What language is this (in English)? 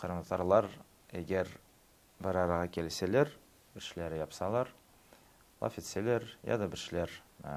Crimean Tatar